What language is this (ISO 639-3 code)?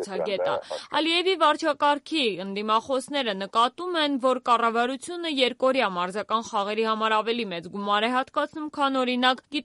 hye